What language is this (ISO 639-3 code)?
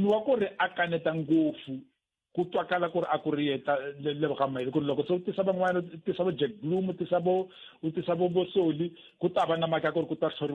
tso